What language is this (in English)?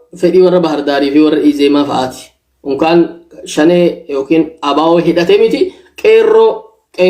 Oromo